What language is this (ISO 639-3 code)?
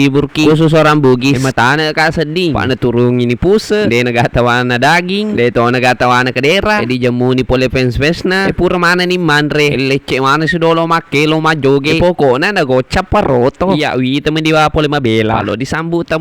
bug